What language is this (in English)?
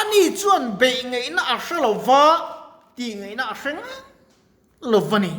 Mizo